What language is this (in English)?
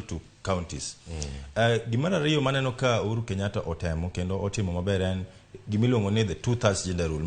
Luo (Kenya and Tanzania)